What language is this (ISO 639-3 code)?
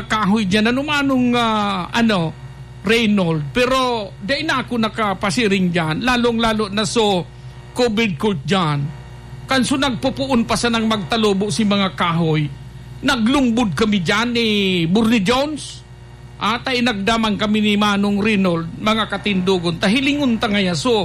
bik